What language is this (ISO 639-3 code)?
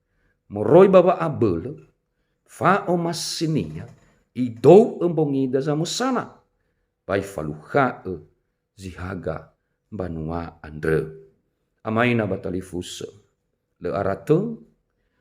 nia